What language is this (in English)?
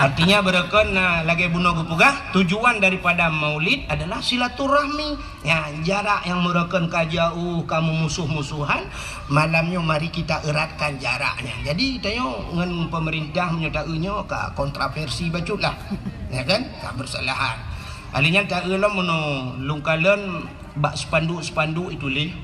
Achinese